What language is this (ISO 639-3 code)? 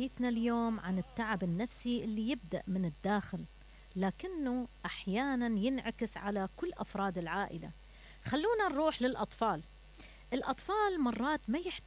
acm